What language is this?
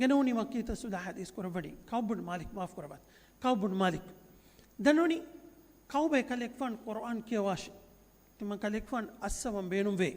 Divehi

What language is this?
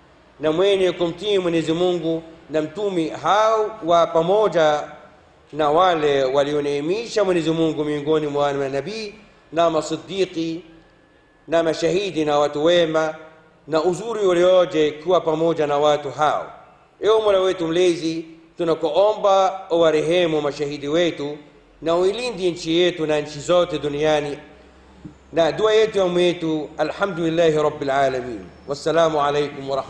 Swahili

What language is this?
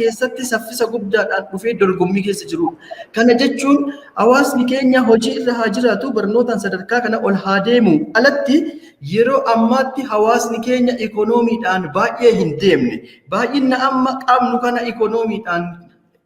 Oromo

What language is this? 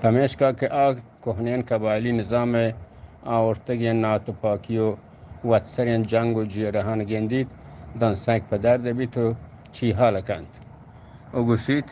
Eastern Balochi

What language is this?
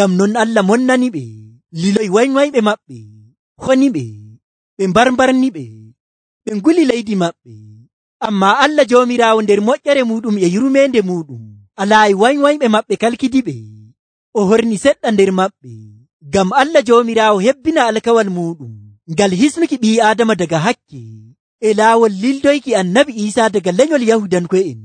Nigerian Fulfulde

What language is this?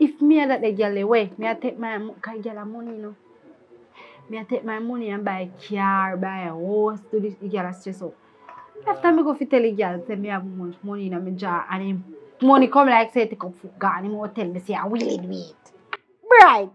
Jamaican Creole English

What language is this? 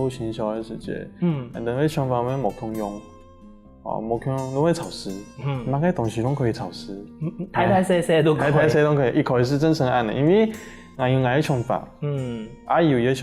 Hakka Chinese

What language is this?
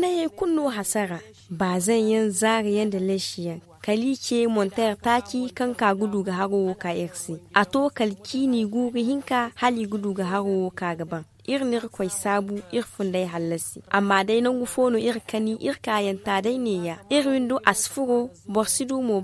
Zarma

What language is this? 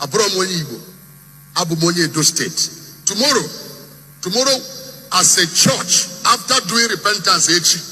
Igbo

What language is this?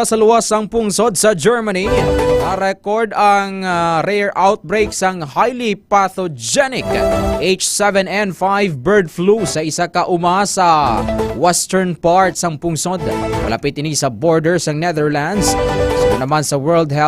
Hiligaynon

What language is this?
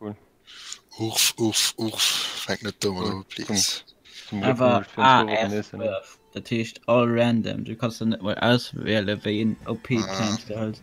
Luxembourgish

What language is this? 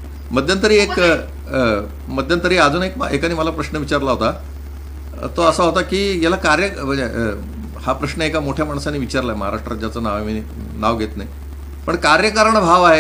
Marathi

